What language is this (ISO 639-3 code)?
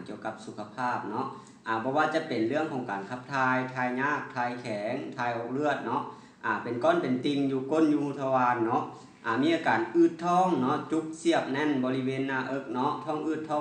lao